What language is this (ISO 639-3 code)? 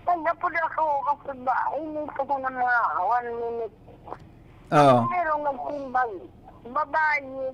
bik